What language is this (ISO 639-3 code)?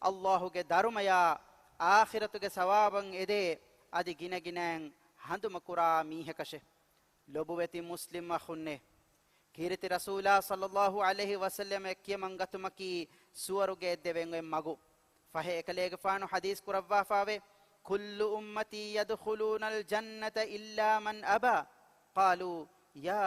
div